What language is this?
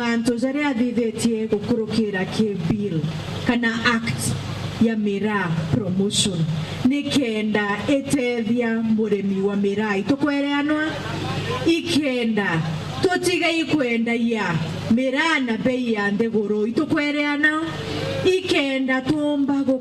Meru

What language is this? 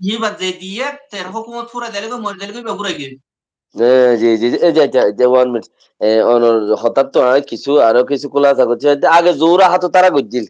Rohingya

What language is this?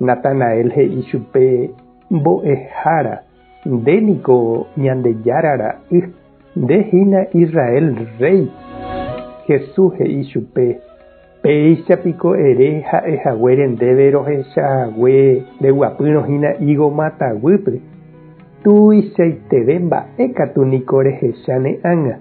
Guarani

